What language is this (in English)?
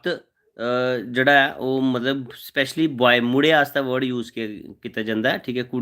Dogri